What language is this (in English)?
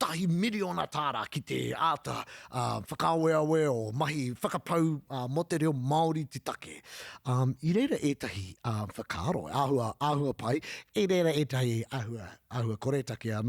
Māori